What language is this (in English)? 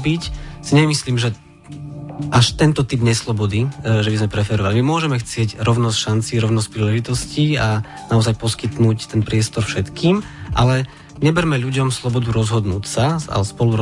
Slovak